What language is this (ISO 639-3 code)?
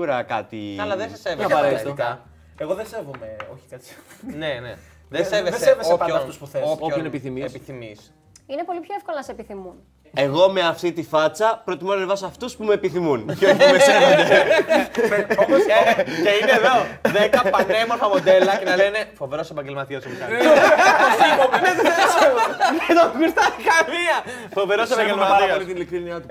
ell